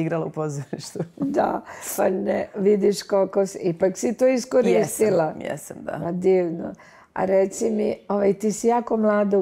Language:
Serbian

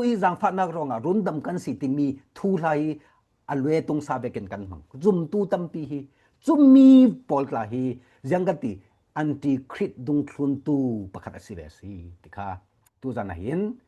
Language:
Falam Chin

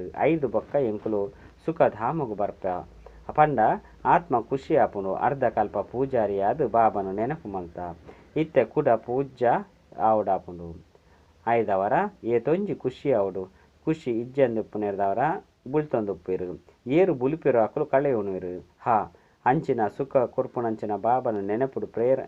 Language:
Tulu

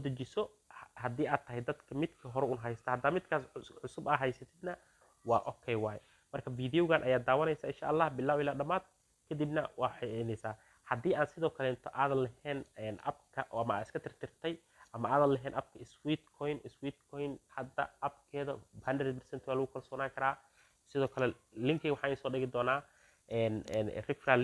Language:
Somali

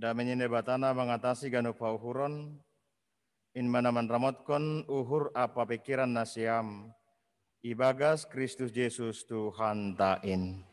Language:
Batak Simalungun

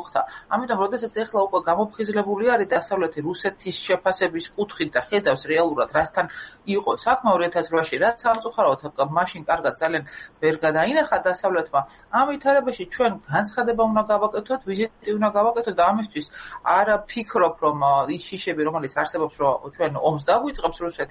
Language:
Georgian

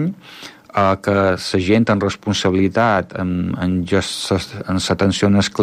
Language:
Catalan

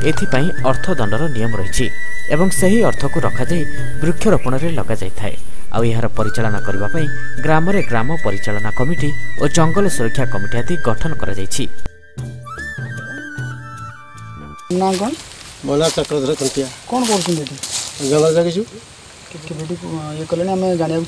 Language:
Odia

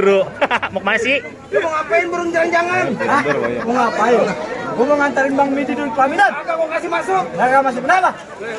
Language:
Betawi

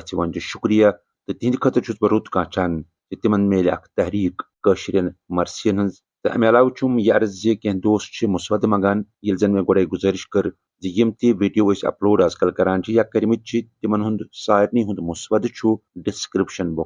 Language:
Kashmiri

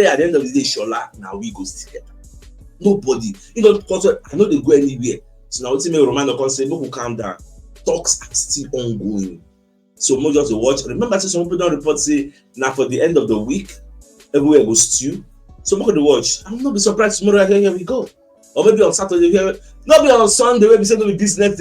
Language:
Nigerian Pidgin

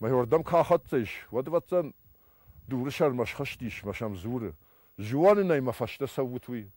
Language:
Ossetic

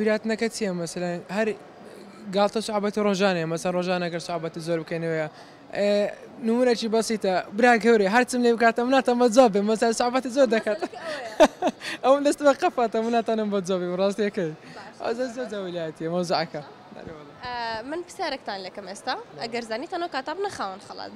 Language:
Central Kurdish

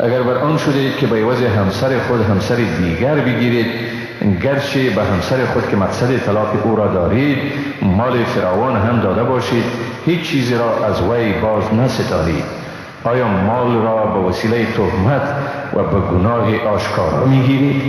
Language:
Persian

